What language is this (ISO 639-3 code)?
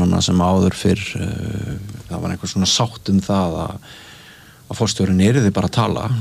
isl